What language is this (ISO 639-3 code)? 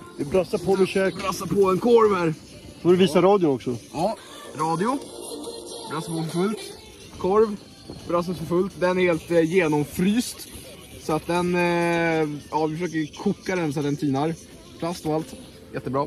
swe